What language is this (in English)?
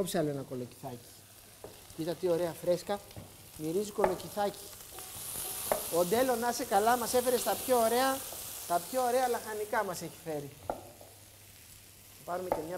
Greek